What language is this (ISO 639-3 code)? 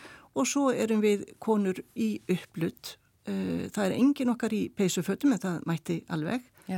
isl